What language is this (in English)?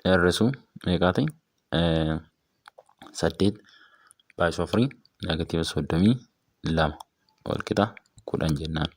Oromo